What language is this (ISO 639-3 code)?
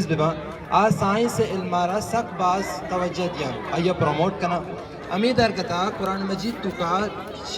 bgp